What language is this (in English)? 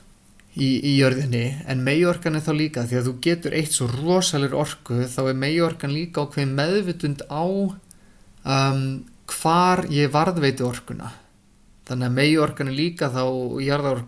Icelandic